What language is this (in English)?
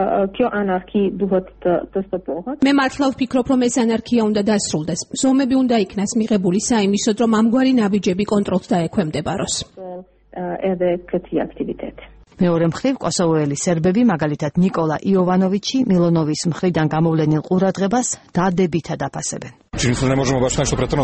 Georgian